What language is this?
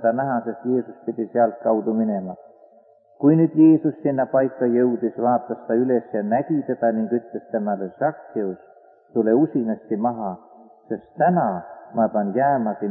Estonian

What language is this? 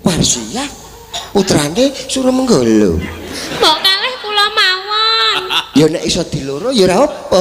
Javanese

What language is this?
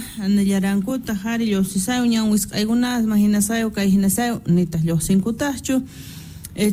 South Bolivian Quechua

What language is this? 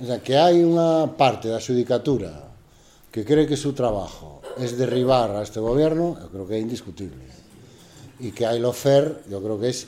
Galician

